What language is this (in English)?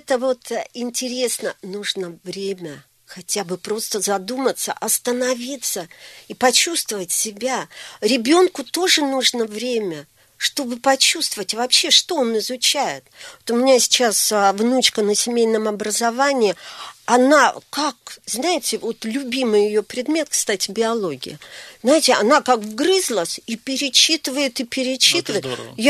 Russian